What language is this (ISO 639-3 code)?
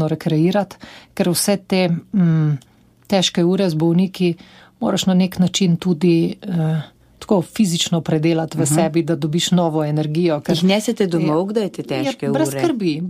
slv